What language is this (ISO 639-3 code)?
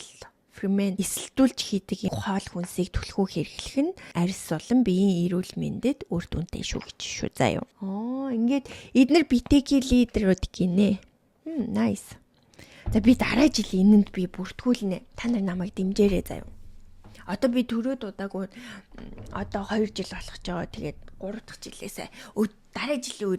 mon